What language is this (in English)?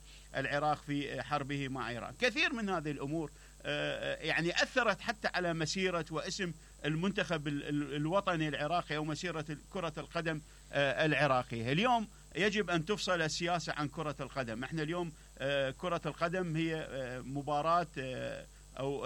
Mesopotamian Arabic